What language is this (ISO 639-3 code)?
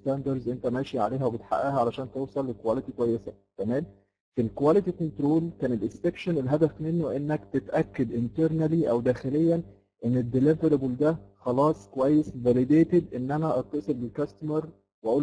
arz